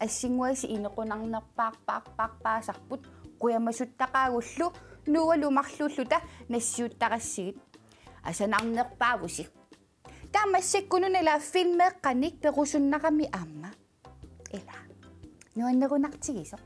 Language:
Kalaallisut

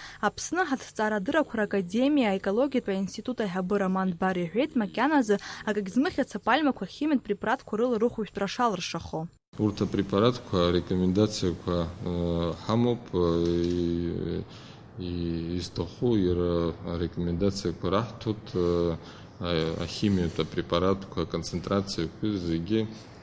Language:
Abkhazian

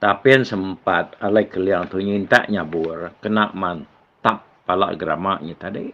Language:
Iban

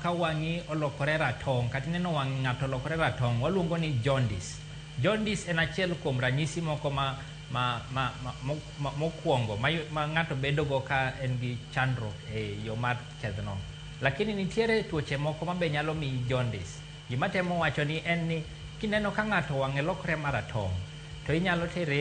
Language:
Luo (Kenya and Tanzania)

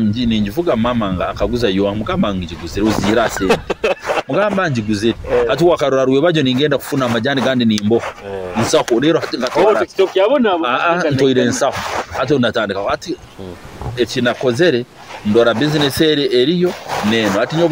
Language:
Nyoro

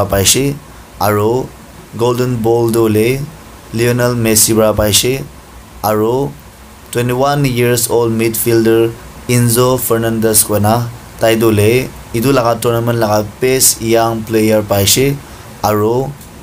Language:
Naga Pidgin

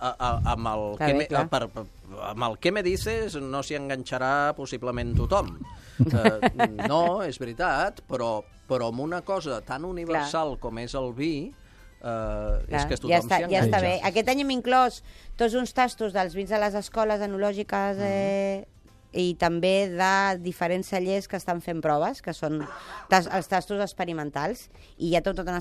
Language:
Catalan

